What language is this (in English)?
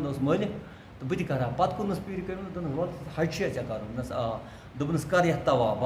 Kashmiri